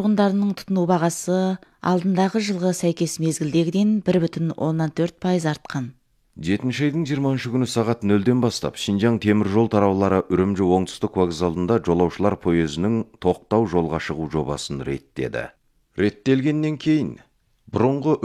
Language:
Kazakh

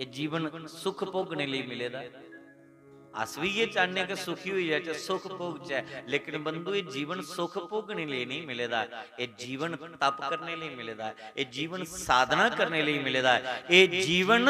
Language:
Dogri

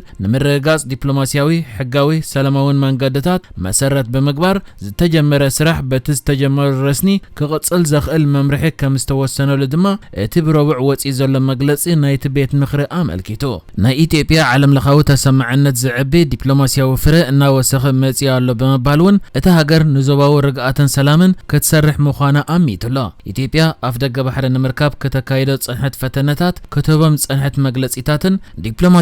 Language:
Tigrinya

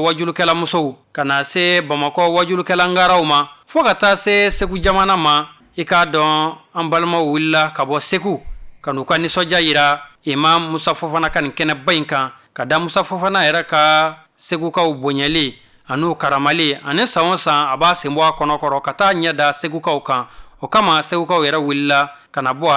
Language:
Bambara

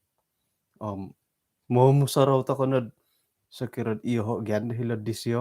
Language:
Central Dusun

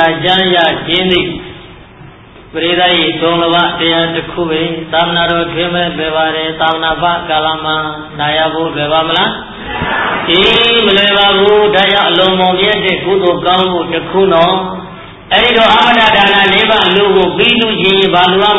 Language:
Burmese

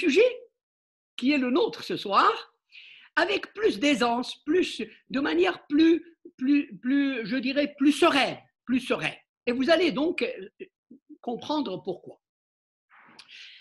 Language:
French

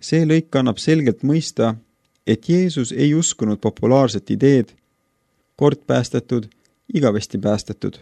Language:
Estonian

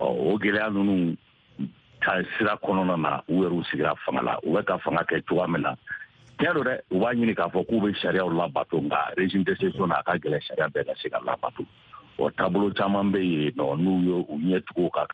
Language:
Bambara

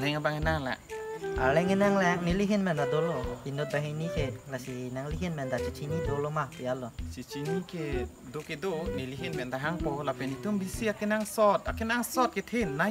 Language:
Karbi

